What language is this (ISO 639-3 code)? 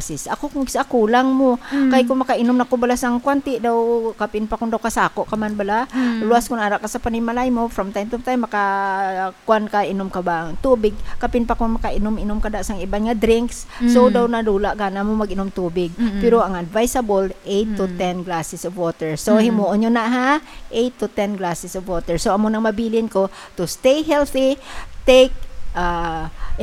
hil